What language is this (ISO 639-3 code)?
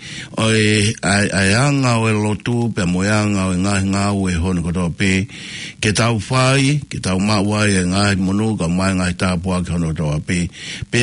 ton